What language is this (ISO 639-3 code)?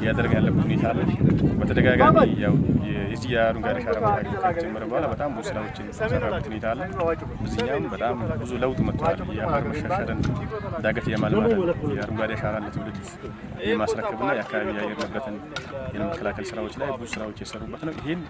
amh